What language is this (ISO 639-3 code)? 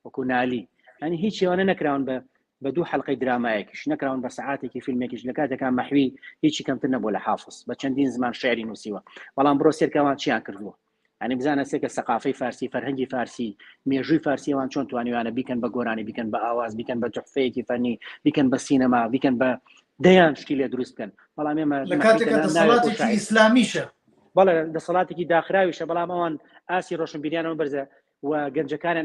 ckb